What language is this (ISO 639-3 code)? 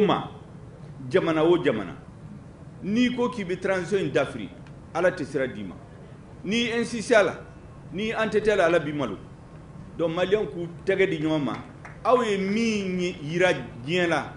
bam